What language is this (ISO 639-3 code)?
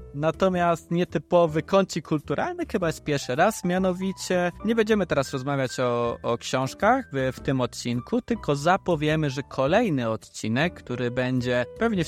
pol